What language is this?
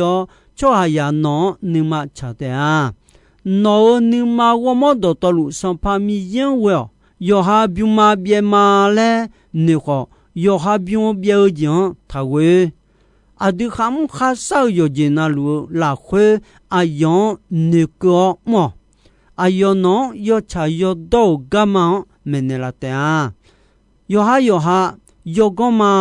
Akha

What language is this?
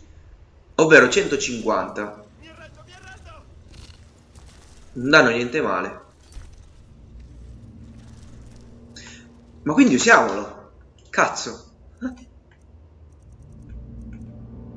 Italian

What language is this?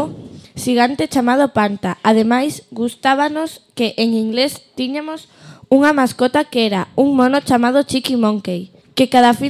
Galician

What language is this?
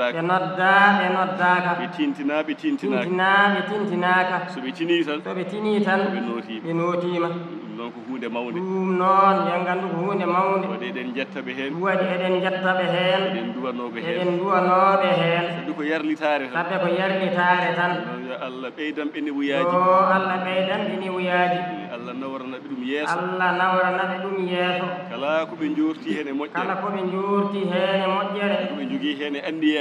Fula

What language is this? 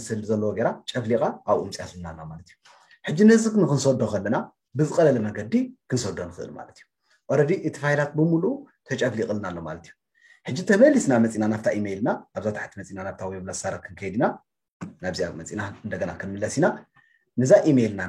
Tigrinya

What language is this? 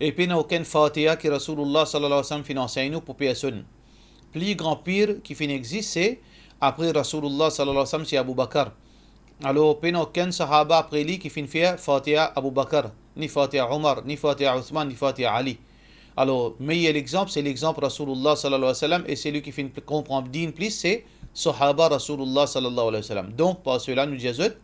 Morisyen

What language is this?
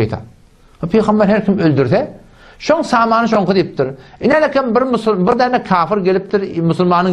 Turkmen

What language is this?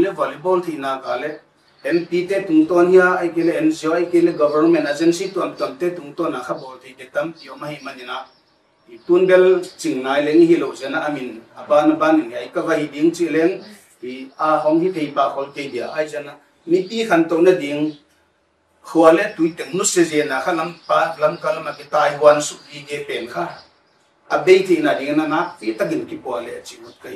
Paite Chin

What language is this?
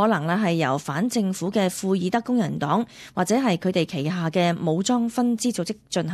Cantonese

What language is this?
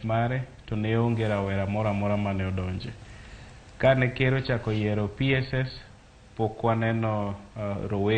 Luo (Kenya and Tanzania)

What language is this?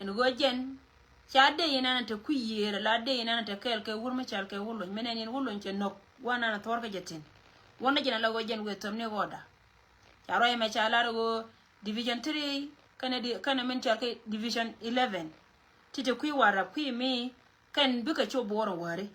Nuer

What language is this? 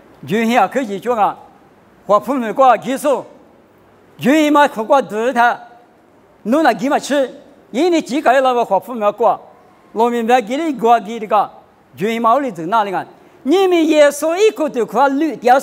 Lisu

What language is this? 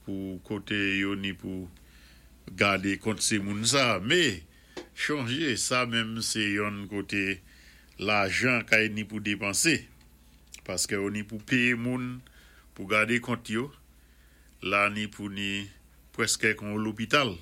Saint Lucian Creole French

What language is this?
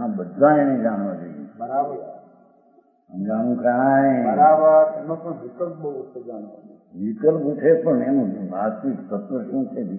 Gujarati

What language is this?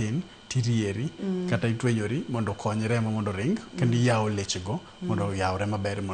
Luo (Kenya and Tanzania)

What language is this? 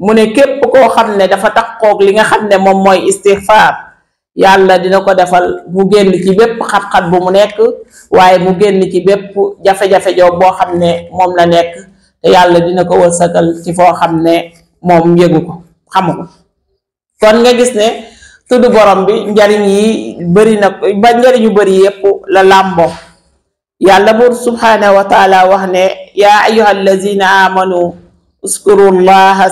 Wolof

